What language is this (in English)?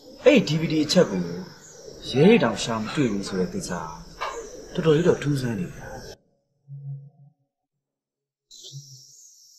Burmese